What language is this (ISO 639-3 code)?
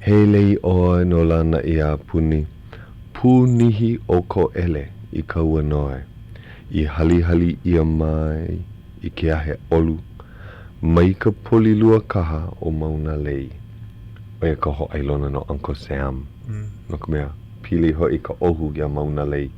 haw